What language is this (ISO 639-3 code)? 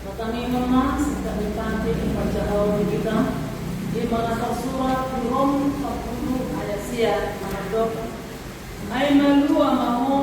bbc